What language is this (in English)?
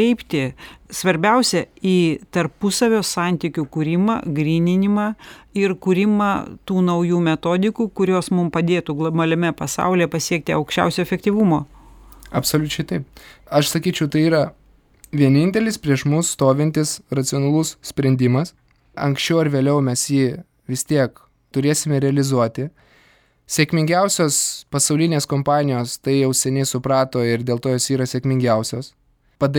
Lithuanian